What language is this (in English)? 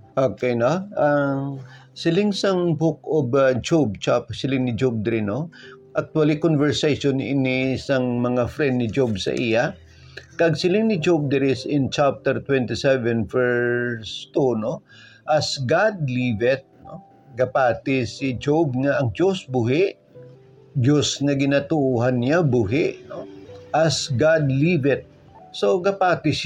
Hiligaynon